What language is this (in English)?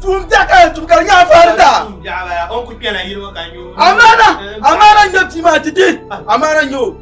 Dagbani